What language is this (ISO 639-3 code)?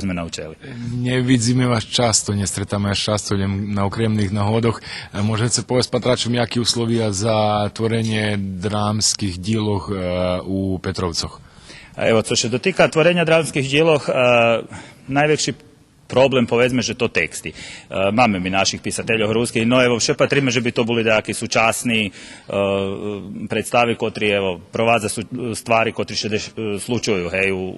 rue